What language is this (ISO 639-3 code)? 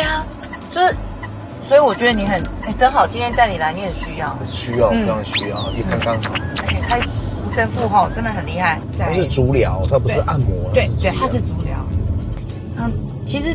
zho